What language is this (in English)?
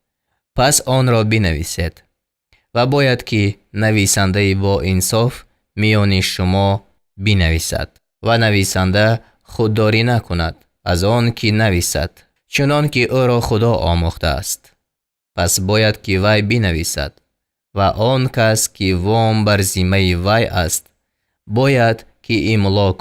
Tajik